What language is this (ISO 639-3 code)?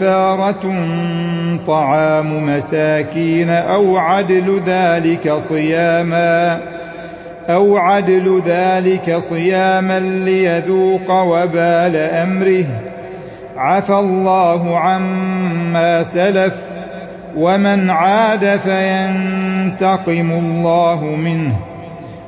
ara